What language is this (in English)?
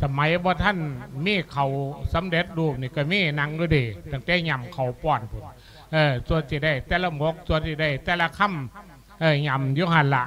Lao